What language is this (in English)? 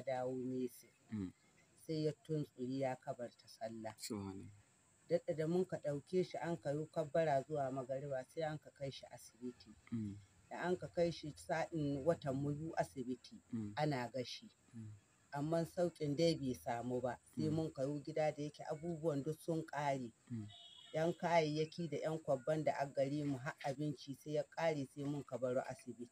Hausa